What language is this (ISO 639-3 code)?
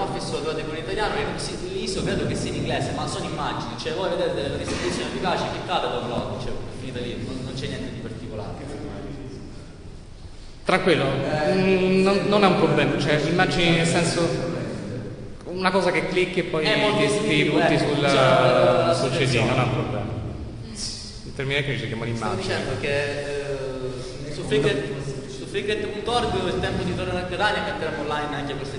ita